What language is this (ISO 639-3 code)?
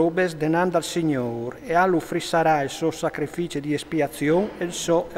fur